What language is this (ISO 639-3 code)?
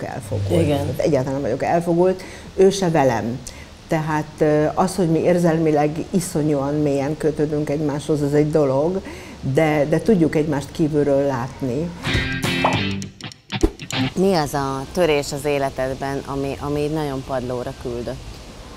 hun